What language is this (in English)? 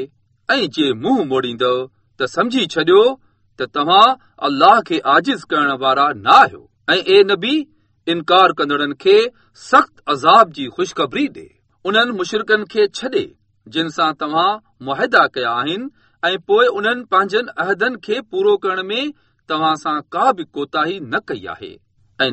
Sindhi